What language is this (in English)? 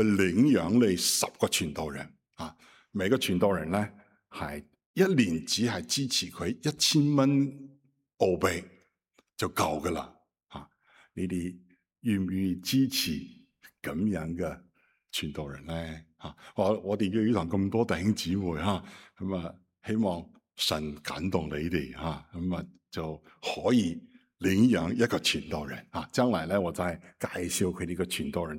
Cantonese